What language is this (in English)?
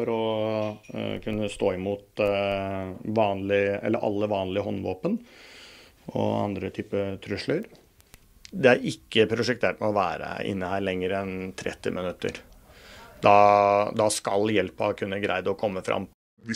Norwegian